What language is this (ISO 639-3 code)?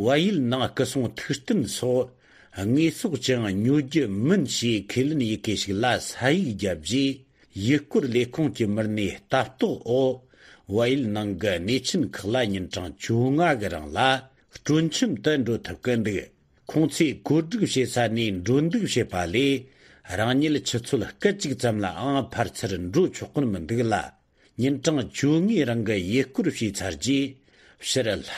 bod